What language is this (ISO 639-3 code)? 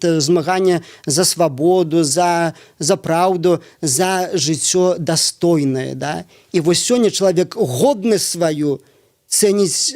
bel